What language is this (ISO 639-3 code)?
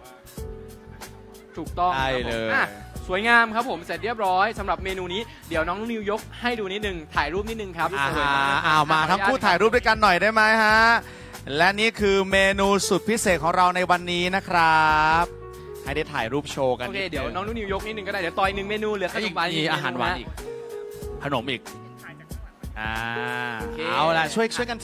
tha